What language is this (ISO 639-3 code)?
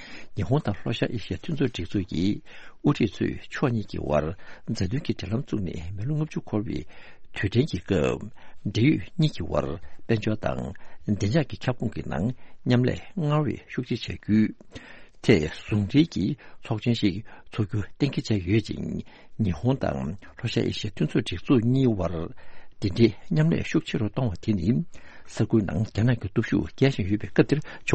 bod